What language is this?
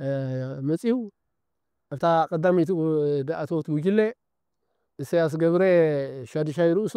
Tigrinya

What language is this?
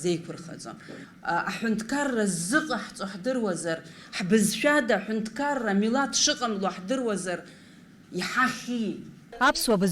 Abkhazian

